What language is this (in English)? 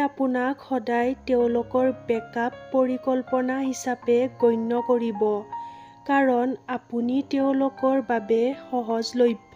Assamese